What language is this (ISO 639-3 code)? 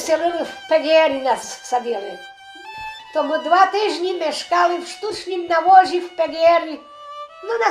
rue